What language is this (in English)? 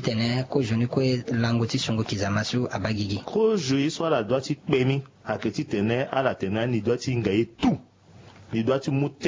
Sango